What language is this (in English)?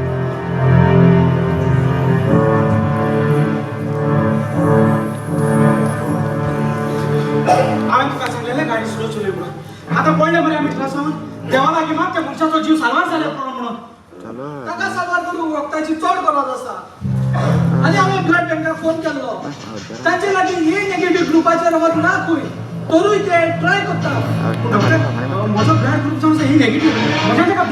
Konkani